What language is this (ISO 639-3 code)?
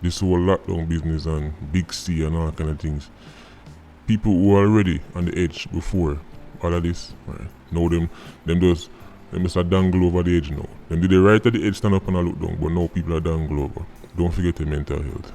jam